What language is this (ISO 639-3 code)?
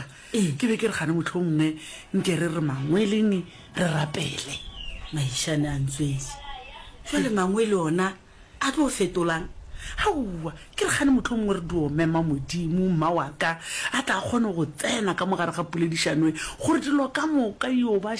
nso